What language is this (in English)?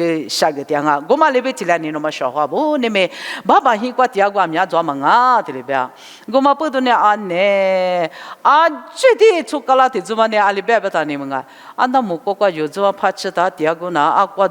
Lisu